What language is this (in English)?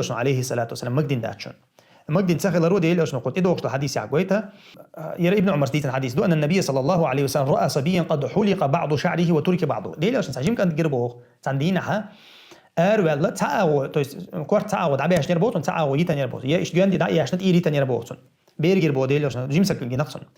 Chechen